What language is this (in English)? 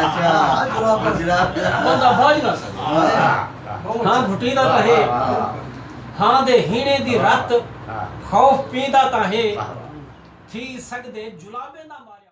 Saraiki